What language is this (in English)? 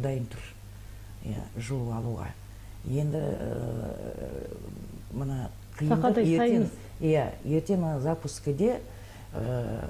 Kazakh